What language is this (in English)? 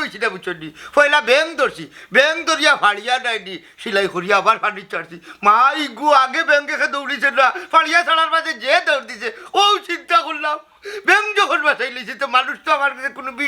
Sylheti